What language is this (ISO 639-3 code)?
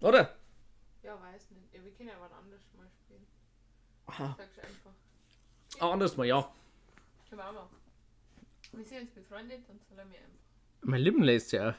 bar